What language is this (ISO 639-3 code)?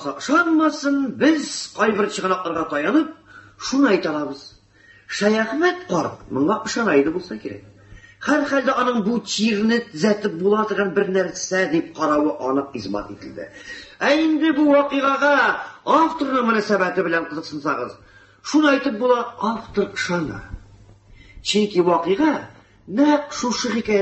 tat